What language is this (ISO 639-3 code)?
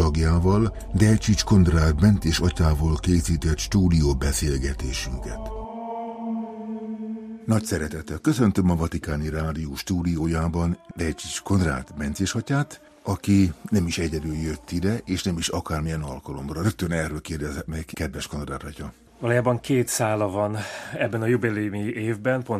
hun